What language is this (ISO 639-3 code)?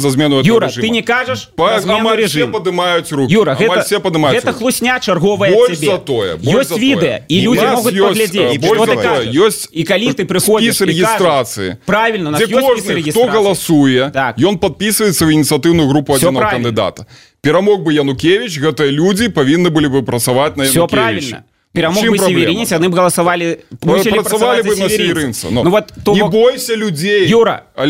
bel